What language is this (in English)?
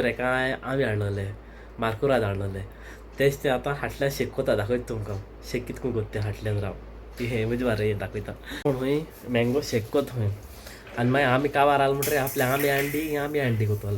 Konkani